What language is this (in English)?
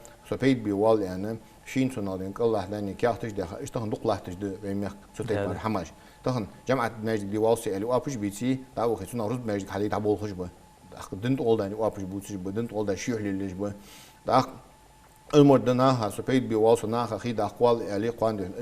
Ingush